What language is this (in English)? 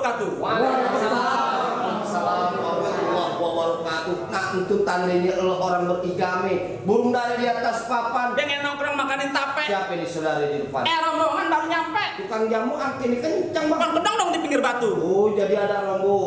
Betawi